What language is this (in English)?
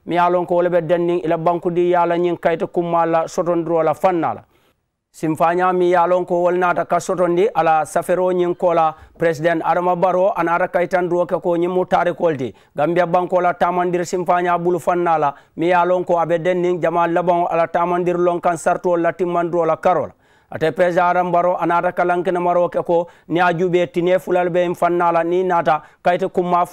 Mandingo